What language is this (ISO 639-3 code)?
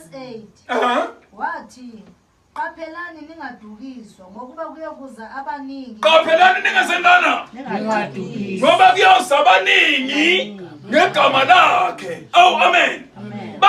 zul